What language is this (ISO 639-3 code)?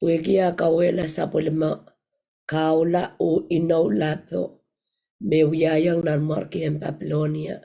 pon